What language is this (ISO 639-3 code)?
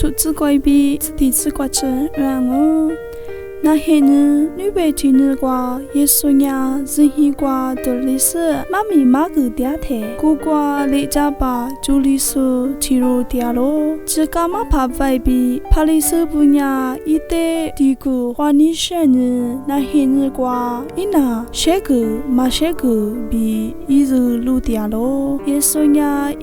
lis